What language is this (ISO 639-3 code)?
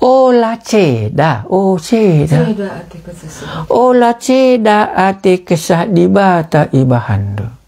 btx